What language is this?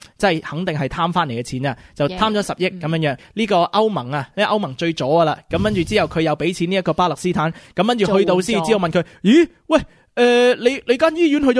Cantonese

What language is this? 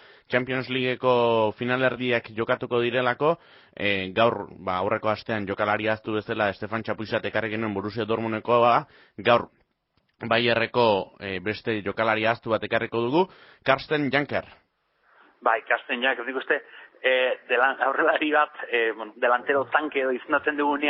Basque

